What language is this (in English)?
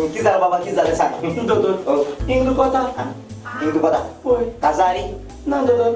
Konkani